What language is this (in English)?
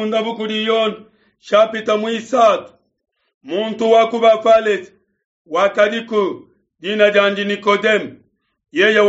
Luba-Lulua